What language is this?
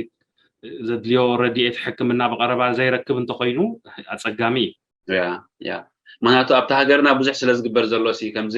Tigrinya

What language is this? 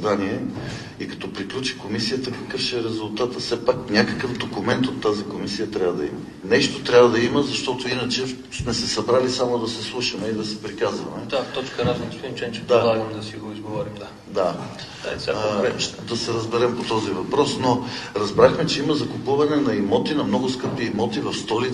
Bulgarian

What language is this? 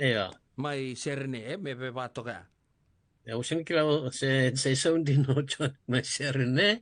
Fijian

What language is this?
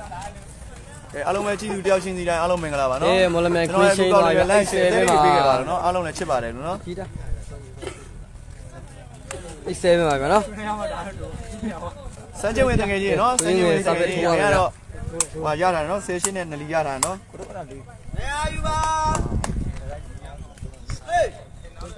Burmese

